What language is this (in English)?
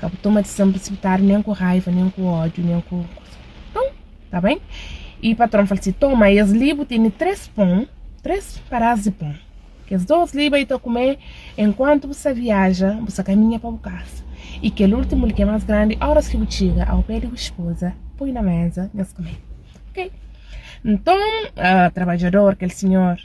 Kabuverdianu